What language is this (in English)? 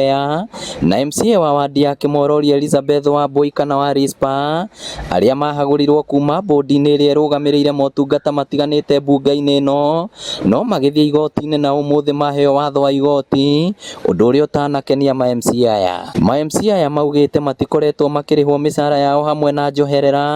Kikuyu